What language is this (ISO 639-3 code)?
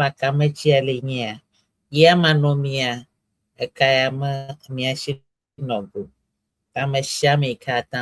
ewe